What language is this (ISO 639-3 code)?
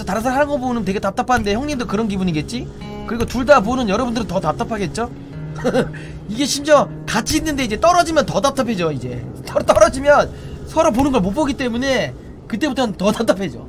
kor